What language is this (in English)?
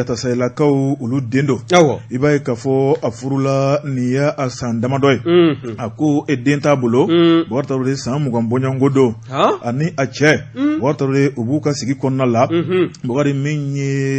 Bambara